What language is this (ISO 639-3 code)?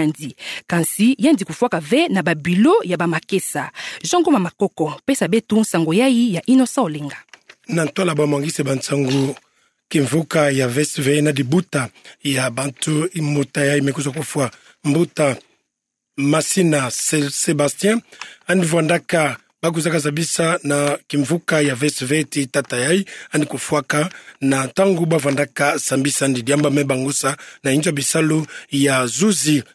ktu